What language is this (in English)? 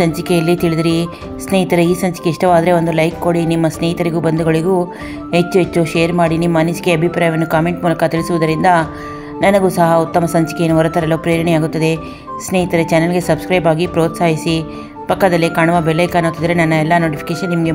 Kannada